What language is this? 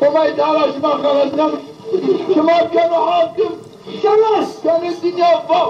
Zaza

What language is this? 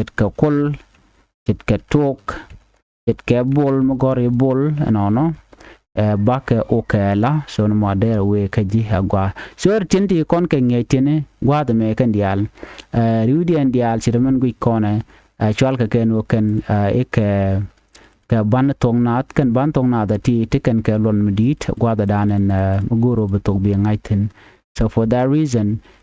Nuer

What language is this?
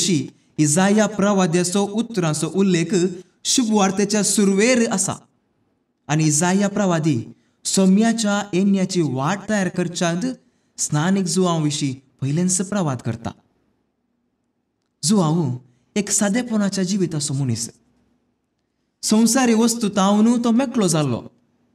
Konkani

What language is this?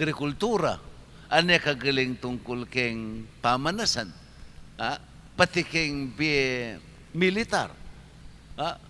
Pampanga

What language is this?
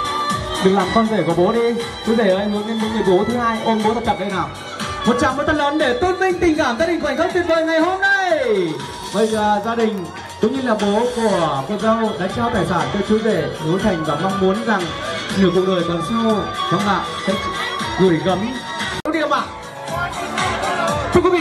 Vietnamese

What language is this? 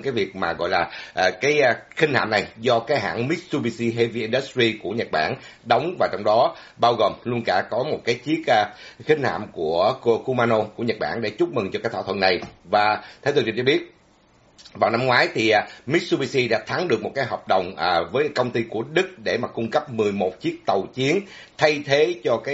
Vietnamese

